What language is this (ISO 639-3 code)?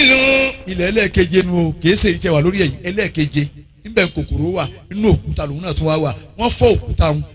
yor